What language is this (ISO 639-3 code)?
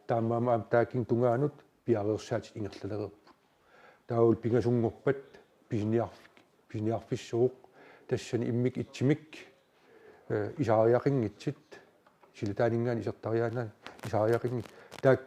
kal